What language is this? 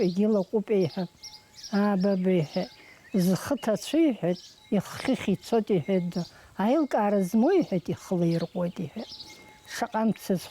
Abkhazian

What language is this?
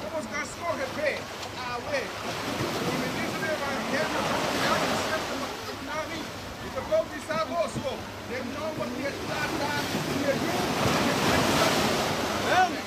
Papiamento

